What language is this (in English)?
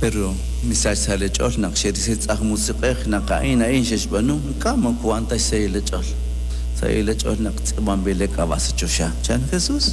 Kekchí